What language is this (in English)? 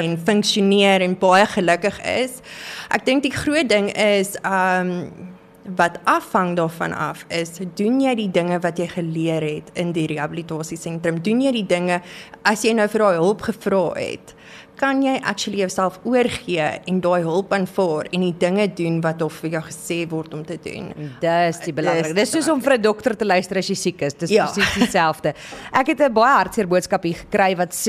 Afrikaans